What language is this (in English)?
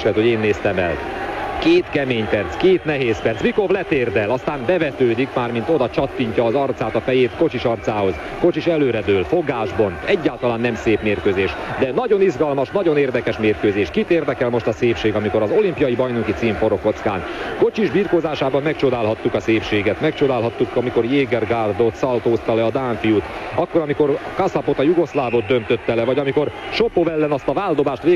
Hungarian